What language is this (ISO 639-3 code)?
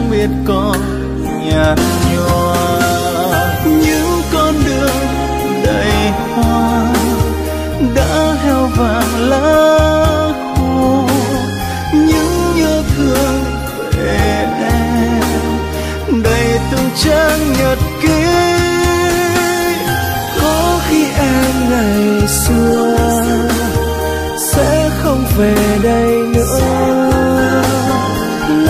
vie